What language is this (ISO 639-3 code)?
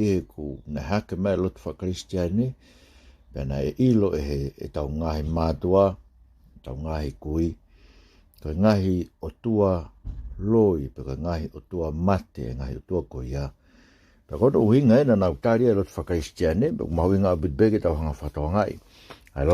ton